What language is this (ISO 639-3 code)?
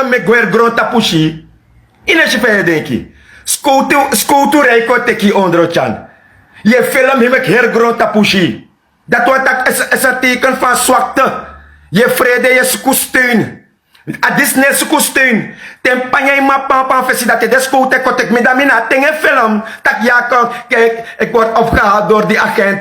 srn